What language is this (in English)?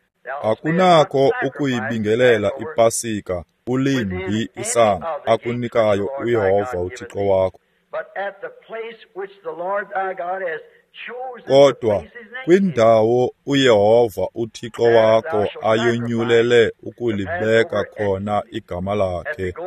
Xhosa